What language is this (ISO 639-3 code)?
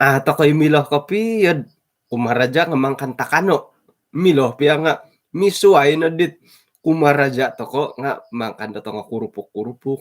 dtp